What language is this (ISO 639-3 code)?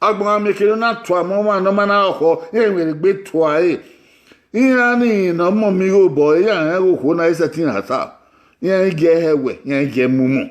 bin